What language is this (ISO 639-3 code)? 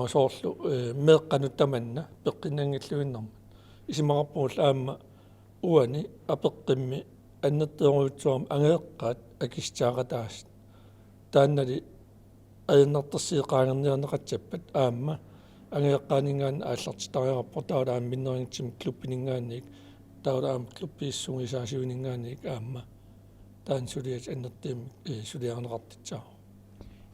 kal